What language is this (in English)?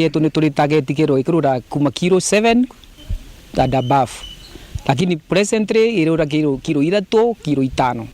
Meru